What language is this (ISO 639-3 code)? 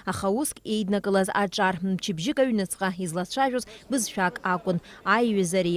abk